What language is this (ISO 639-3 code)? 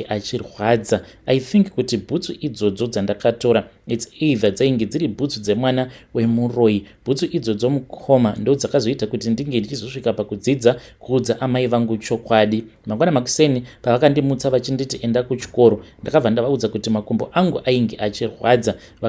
sna